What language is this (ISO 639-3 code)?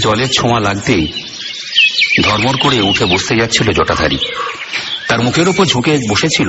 ben